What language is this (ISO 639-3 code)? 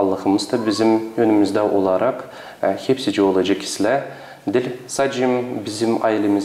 gag